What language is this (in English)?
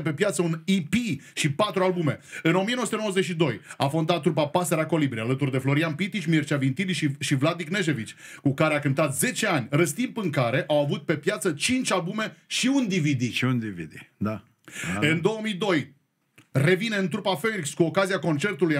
Romanian